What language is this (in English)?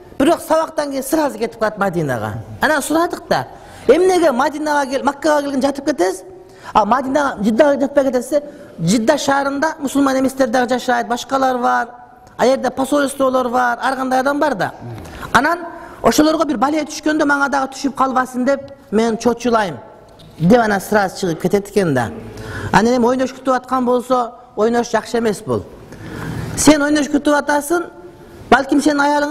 Kyrgyz